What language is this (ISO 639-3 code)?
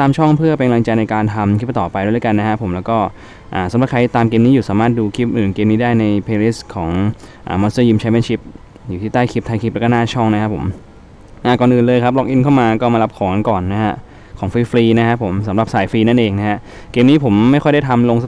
tha